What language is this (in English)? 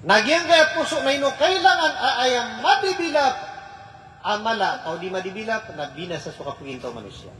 Maranao